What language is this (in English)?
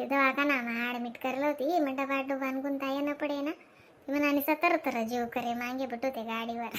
Khandesi